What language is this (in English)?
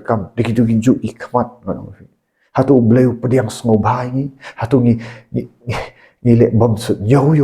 Khasi